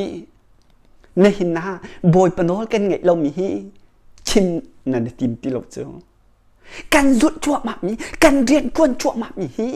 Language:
Hakha Chin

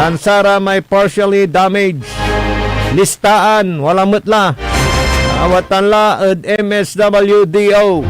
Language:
Pangasinan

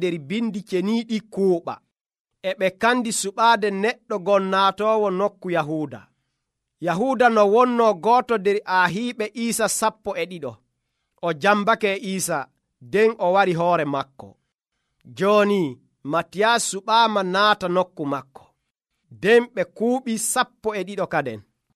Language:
Nigerian Fulfulde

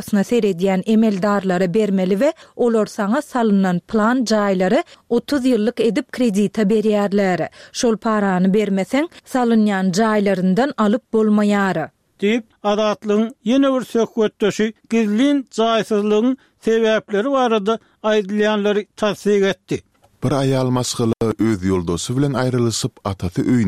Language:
Turkmen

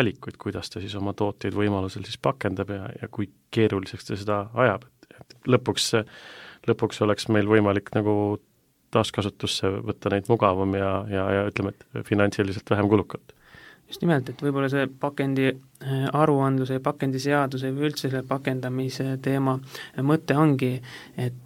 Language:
Estonian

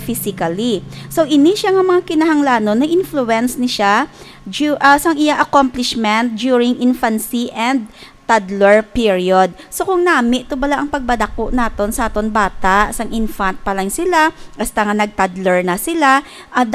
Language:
Hiligaynon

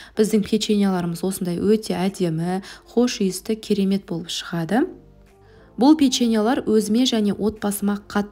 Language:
Kazakh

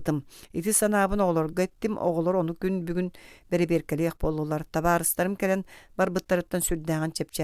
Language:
Yakut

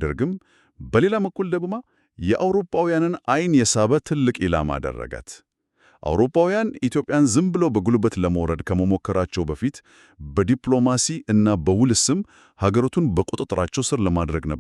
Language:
Amharic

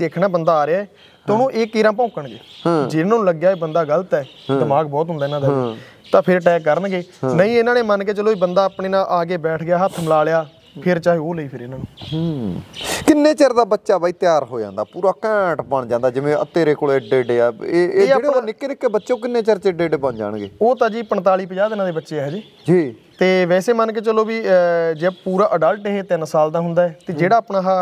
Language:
Punjabi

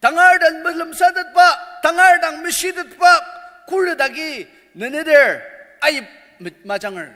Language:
Ao Naga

